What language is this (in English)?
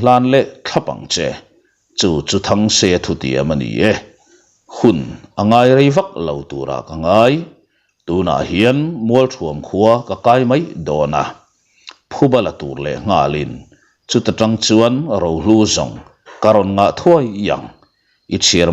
Mizo